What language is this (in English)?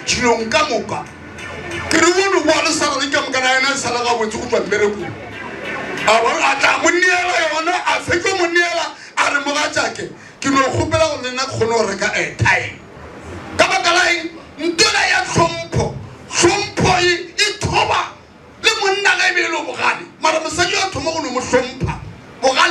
Northern Sotho